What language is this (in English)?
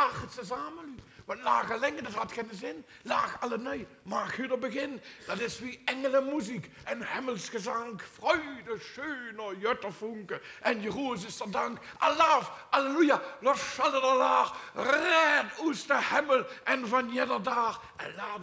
Limburgish